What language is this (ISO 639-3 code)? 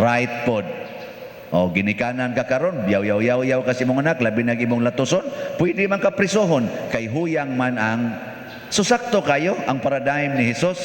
ceb